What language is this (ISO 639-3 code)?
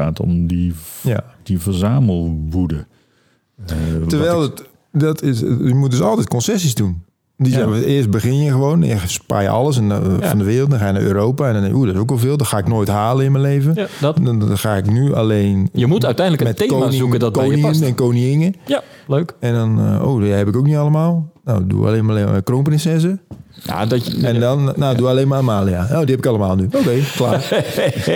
nld